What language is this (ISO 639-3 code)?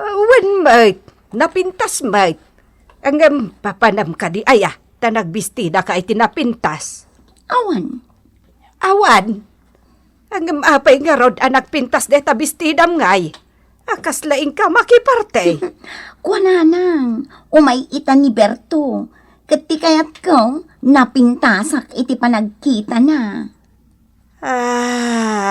ilo